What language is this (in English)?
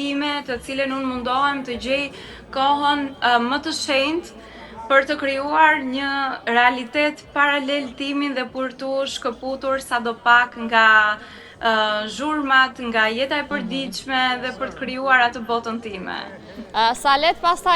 Albanian